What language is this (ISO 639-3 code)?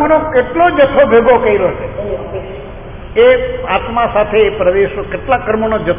guj